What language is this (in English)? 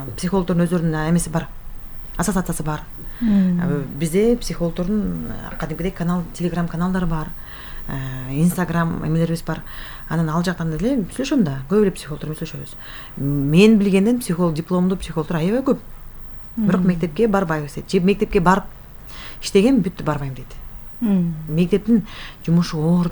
Kyrgyz